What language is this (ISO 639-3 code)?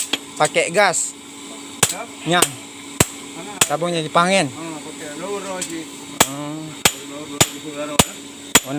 ace